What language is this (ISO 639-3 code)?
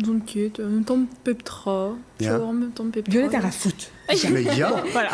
bre